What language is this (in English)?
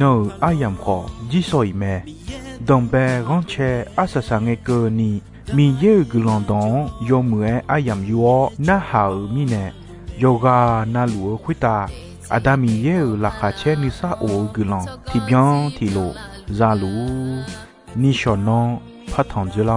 Akha